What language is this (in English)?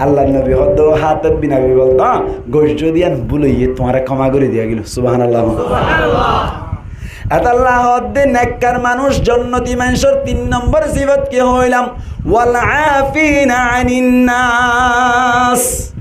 Rohingya